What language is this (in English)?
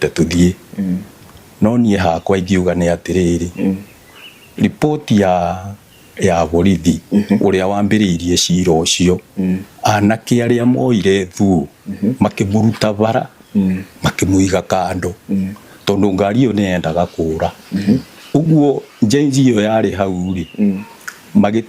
Kikuyu